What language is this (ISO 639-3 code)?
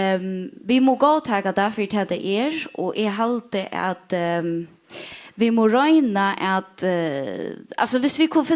fao